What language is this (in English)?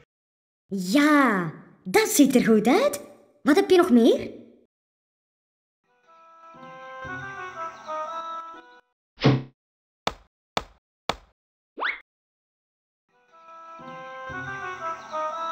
Dutch